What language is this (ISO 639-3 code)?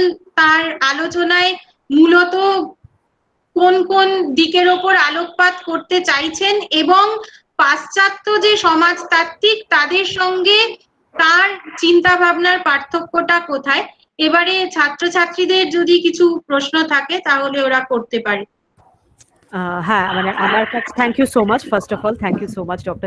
ben